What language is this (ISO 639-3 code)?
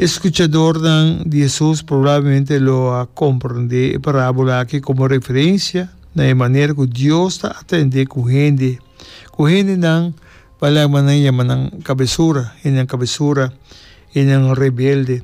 pap